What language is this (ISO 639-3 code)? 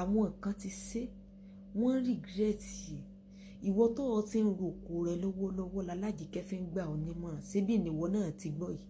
yor